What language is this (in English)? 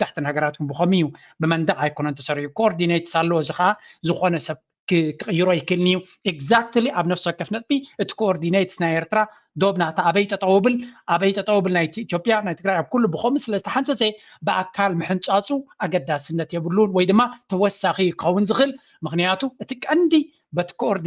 Tigrinya